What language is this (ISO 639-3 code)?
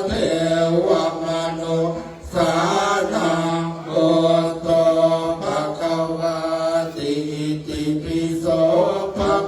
pli